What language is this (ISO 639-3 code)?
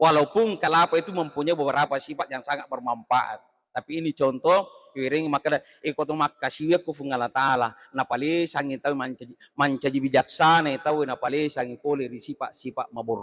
bug